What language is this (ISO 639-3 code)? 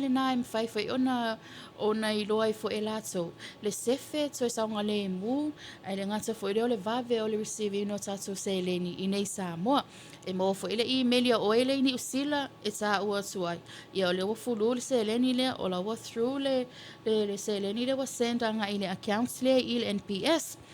smo